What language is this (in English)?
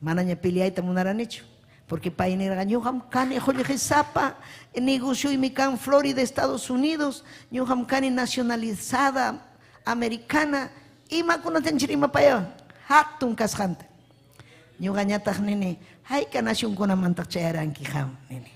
Ayacucho Quechua